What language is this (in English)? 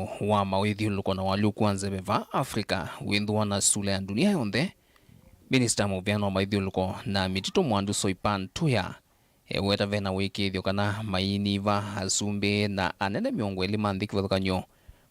Kamba